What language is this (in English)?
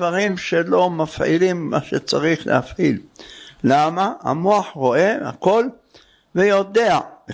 Hebrew